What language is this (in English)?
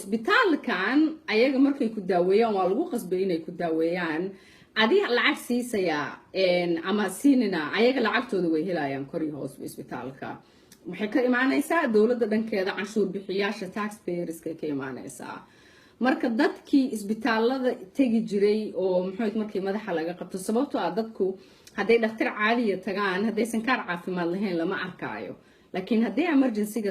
Somali